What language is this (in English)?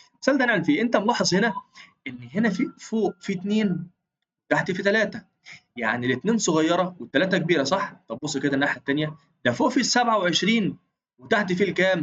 Egyptian Arabic